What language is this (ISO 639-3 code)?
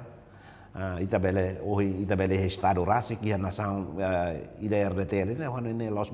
tet